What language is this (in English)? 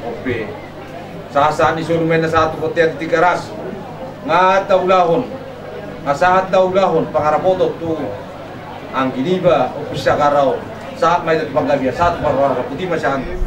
Batak Toba